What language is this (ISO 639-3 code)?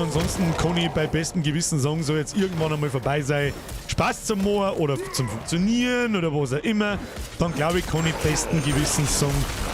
bar